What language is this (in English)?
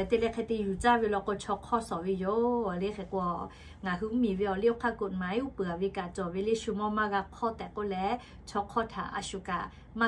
Lahu